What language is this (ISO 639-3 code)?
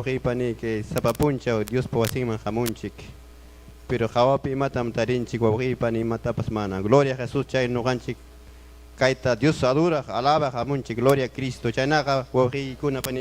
quy